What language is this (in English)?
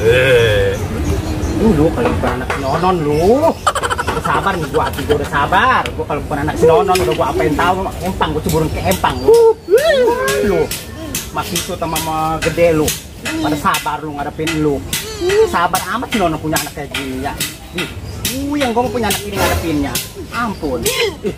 Betawi